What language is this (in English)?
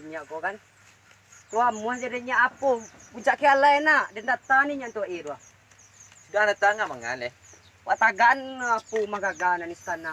Minangkabau